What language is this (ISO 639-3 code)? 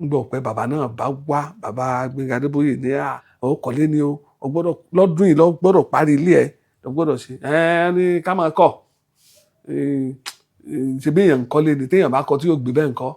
yor